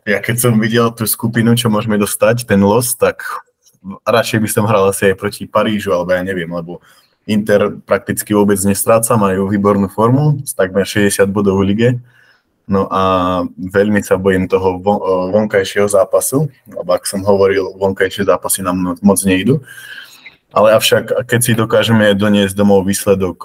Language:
Slovak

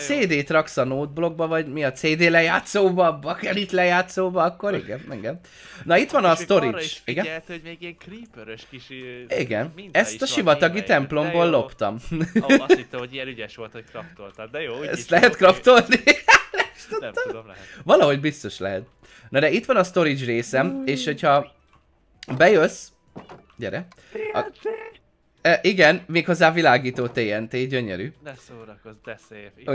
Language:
Hungarian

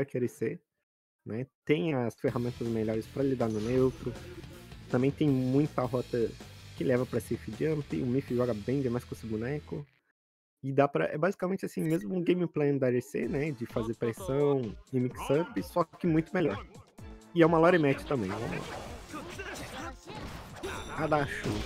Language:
Portuguese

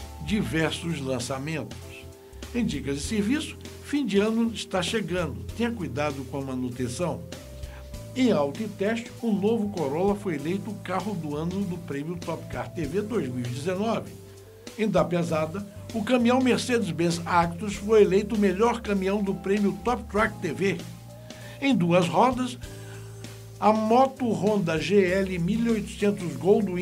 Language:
Portuguese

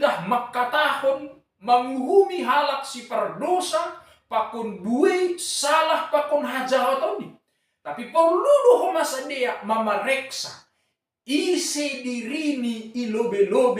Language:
Batak Simalungun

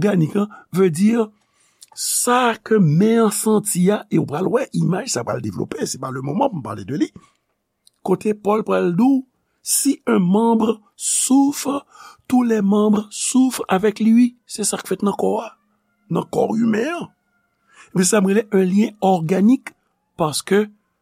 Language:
Haitian Creole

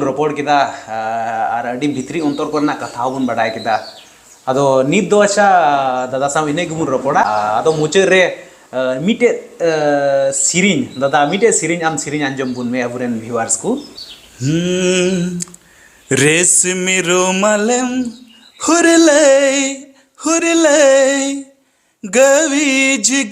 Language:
Santali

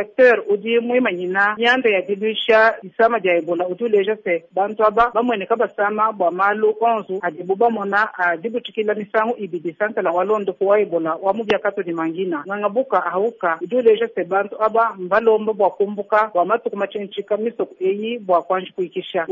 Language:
Luba-Lulua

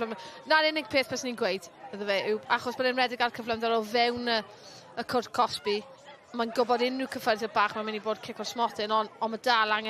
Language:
Welsh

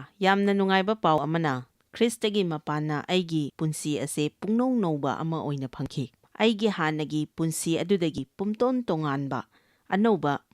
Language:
Manipuri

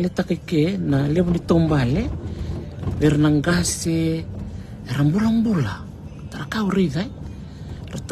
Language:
Fijian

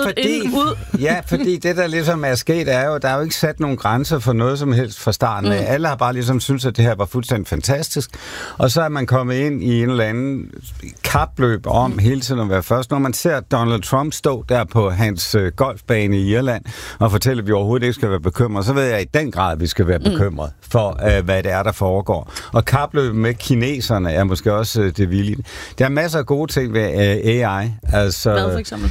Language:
Danish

